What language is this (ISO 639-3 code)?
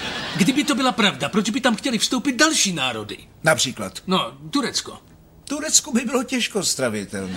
ces